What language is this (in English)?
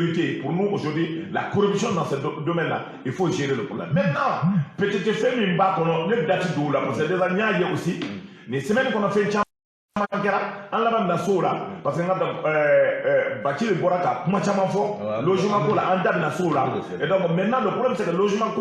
Bambara